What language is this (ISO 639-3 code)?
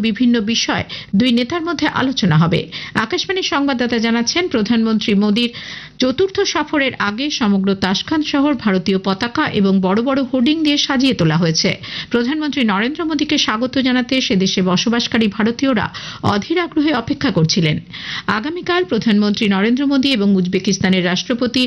ben